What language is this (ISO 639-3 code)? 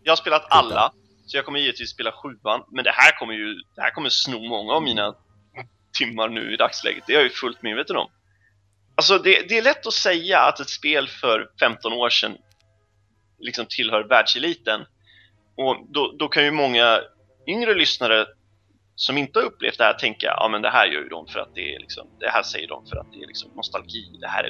swe